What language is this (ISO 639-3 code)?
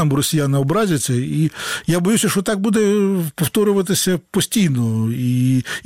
ukr